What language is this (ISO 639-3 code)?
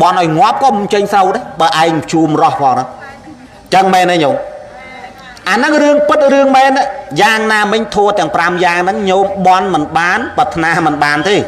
khm